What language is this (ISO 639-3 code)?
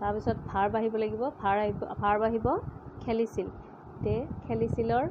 asm